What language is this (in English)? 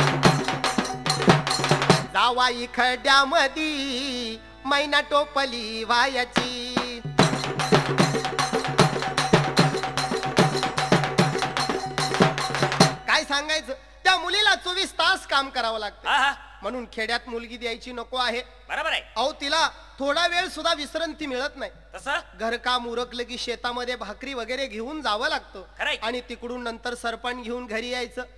Marathi